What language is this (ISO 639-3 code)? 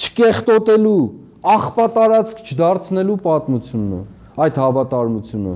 hye